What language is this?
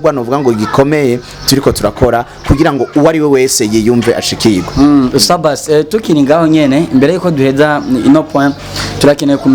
Rundi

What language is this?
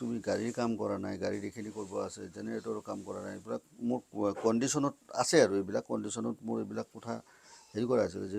Assamese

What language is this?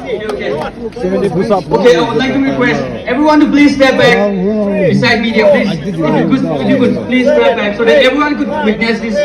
Tangkhul Naga (India)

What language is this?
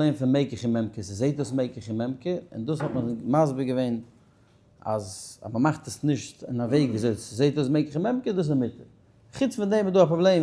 Yiddish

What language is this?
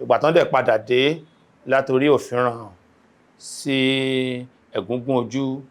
Yoruba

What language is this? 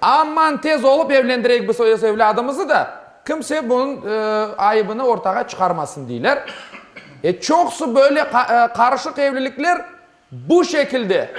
Crimean Tatar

